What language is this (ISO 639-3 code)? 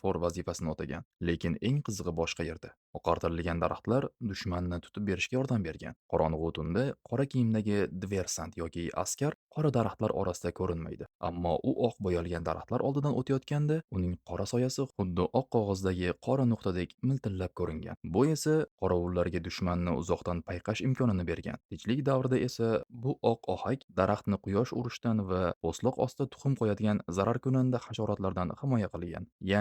uzb